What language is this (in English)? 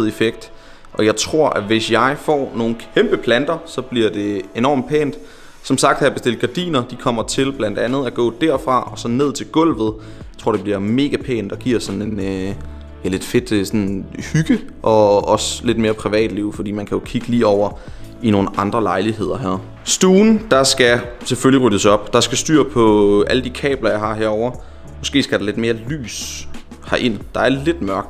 Danish